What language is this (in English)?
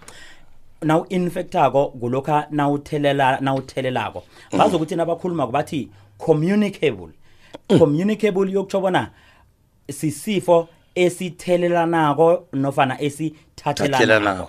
South Ndebele